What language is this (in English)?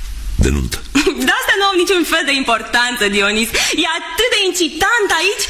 Romanian